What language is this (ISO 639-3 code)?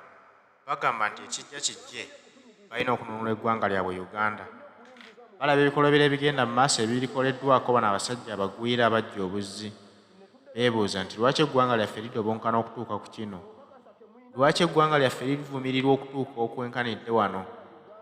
lug